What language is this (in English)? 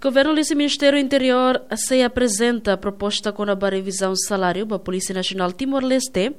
Tetum